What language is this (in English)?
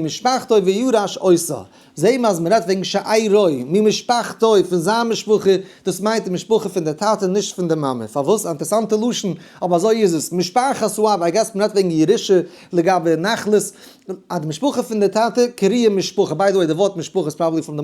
Yiddish